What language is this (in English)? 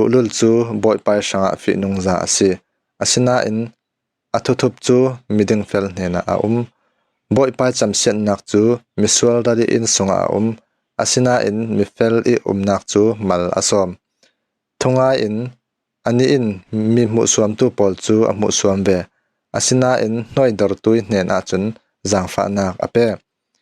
Falam Chin